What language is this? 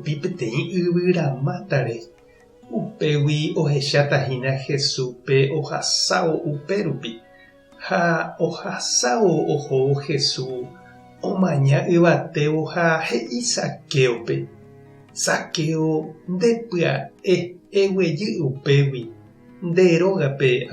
Guarani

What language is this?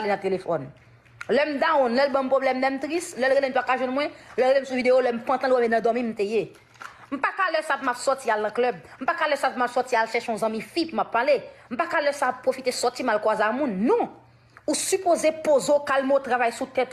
Haitian Creole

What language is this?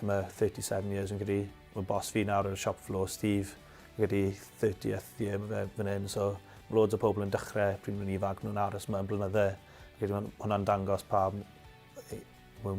Welsh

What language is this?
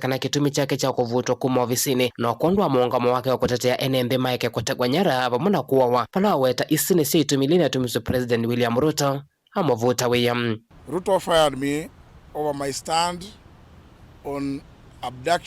Kamba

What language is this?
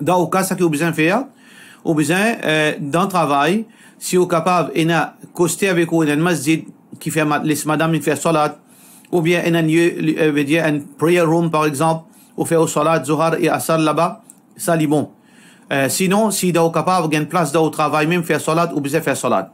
Morisyen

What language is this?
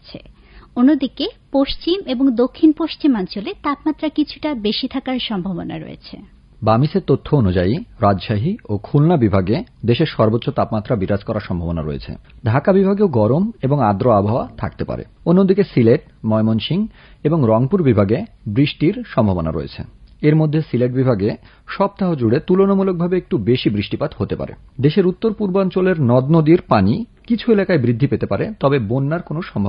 Bangla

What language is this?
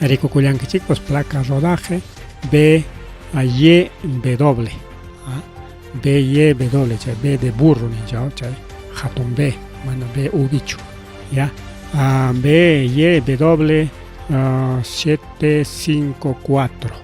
Ayacucho Quechua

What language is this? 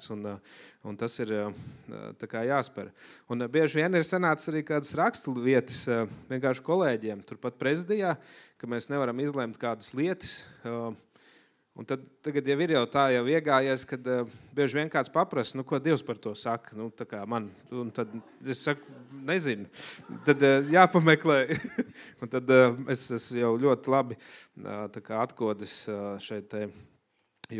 Latvian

